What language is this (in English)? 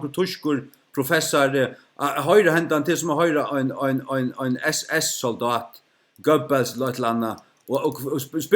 Faroese